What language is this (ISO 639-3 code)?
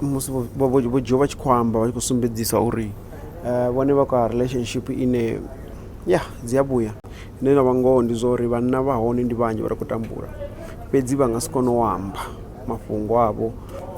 ven